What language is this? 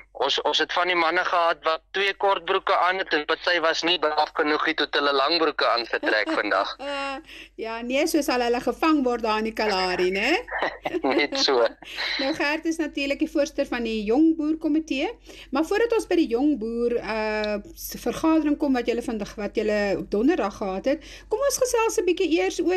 Afrikaans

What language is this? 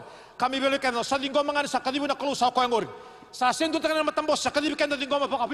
Fijian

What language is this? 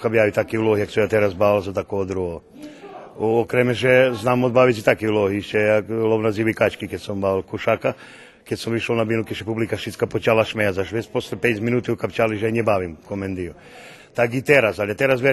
Rusyn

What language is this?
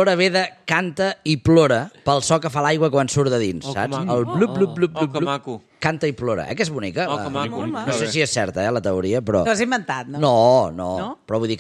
Catalan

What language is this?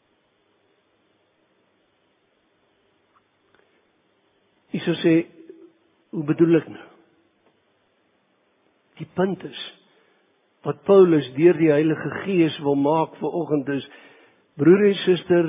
Afrikaans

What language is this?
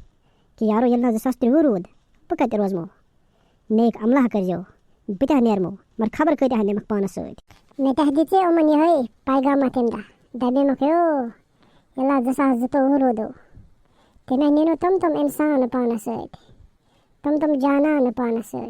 Kashmiri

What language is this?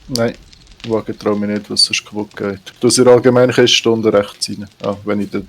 Swiss German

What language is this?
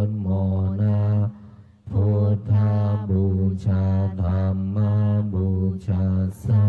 Pali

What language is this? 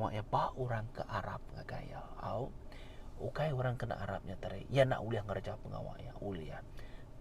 Iban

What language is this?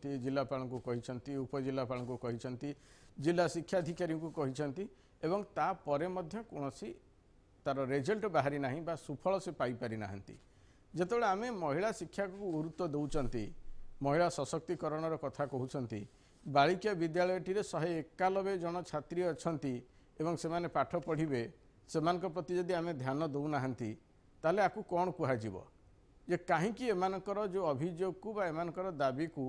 Odia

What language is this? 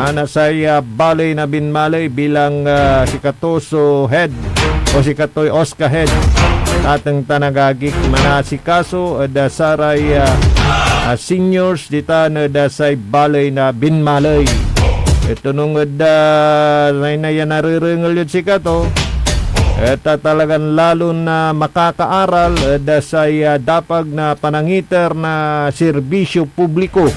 Pangasinan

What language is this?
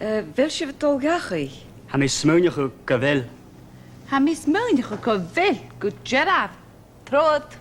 Scottish Gaelic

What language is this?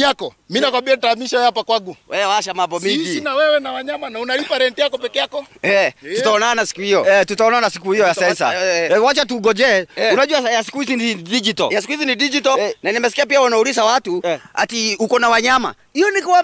Swahili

